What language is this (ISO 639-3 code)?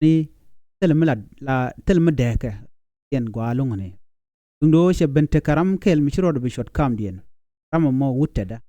nus